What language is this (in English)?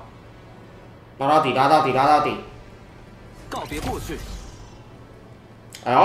Chinese